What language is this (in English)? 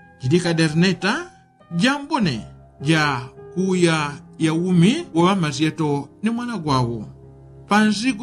Yao